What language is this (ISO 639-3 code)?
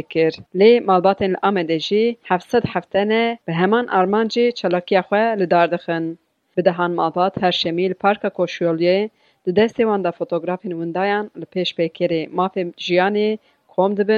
kur